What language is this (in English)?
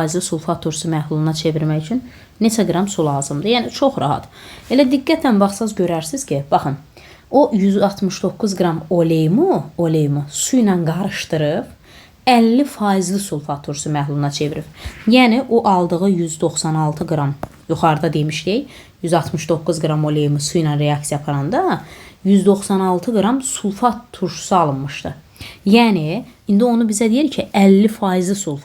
Azerbaijani